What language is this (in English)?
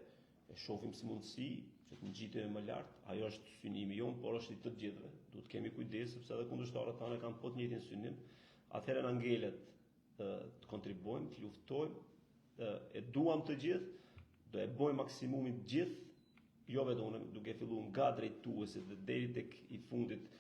Albanian